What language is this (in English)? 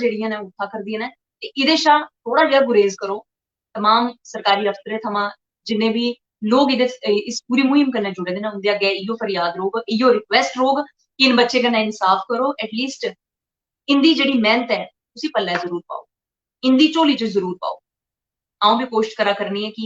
Dogri